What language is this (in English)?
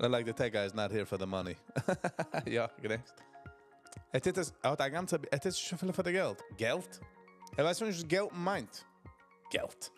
Yiddish